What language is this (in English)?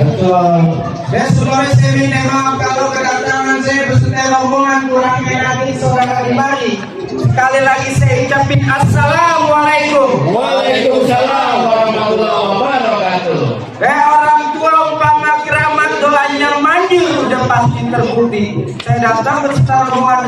Betawi